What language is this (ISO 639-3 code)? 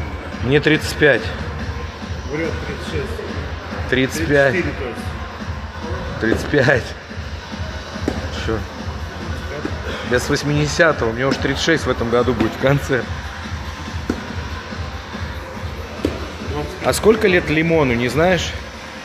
rus